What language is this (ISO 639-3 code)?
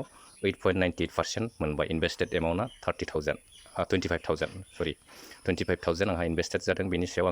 brx